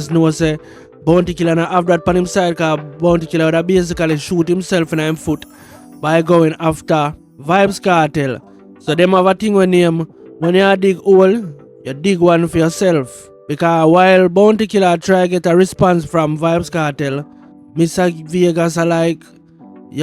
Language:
Jamaican Creole English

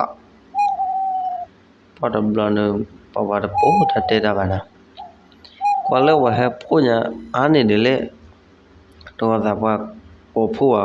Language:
S'gaw Karen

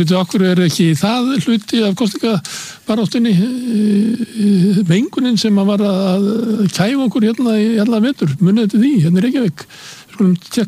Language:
Icelandic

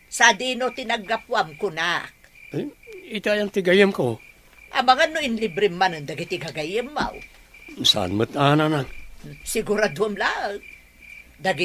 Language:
Iloko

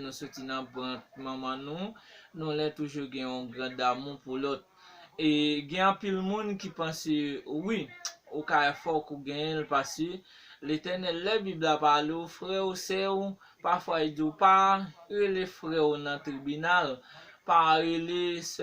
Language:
Haitian Creole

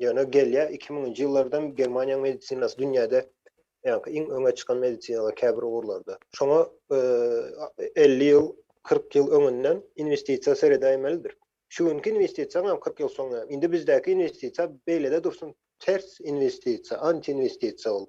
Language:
Turkmen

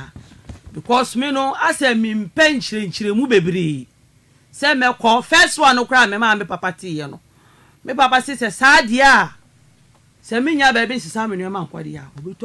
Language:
Akan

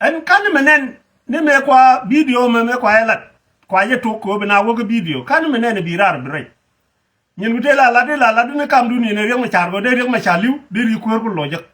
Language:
Nuer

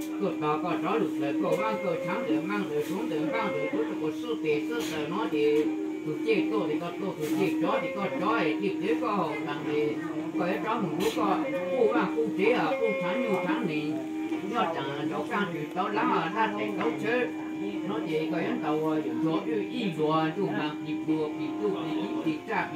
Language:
Hmong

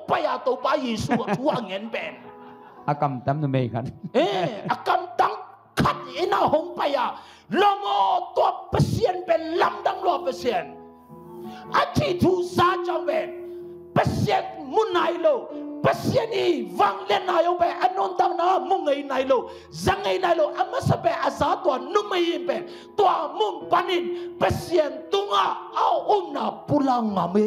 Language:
Tedim Chin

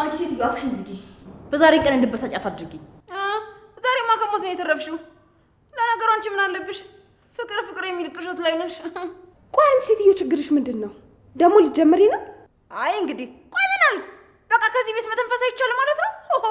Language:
Amharic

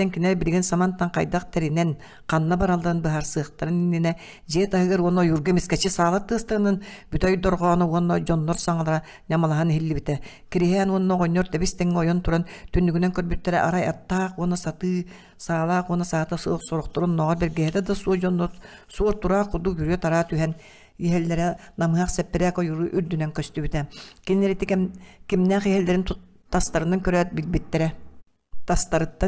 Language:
Yakut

